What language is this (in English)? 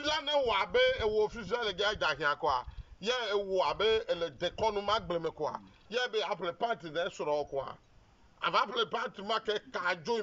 Ewe